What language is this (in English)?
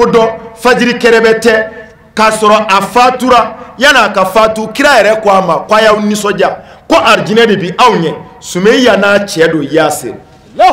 Bambara